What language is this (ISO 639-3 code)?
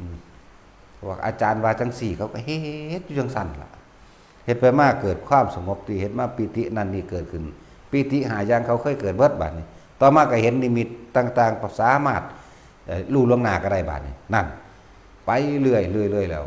lao